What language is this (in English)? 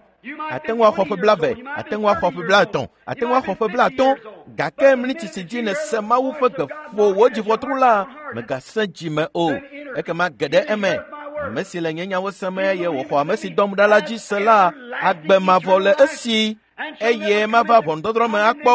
Ewe